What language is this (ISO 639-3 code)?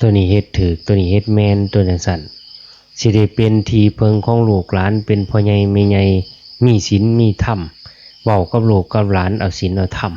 lao